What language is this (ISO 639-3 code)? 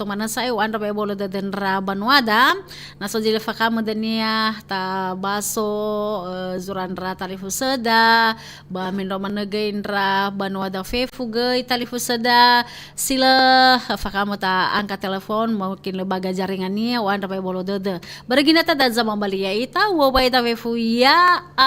nia